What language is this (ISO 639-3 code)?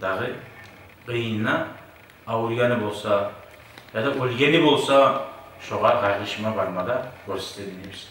kum